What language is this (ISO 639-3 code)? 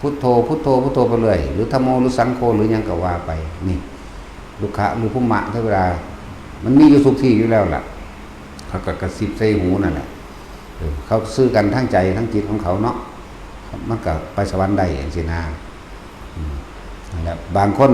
lao